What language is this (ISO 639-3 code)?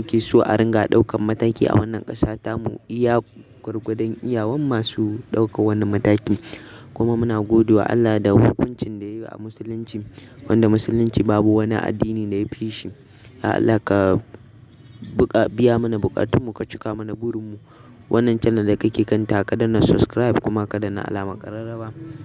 hau